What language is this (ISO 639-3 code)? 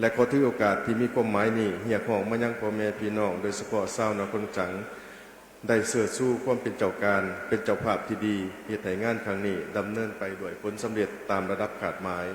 lao